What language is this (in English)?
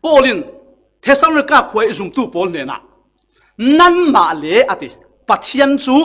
Falam Chin